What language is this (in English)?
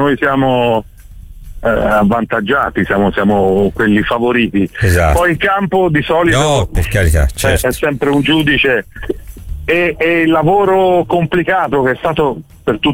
Italian